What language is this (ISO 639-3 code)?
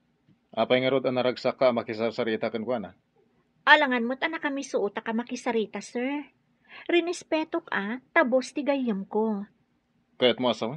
ilo